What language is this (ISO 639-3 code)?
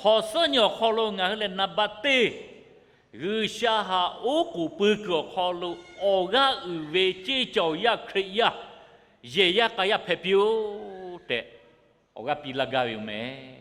lhu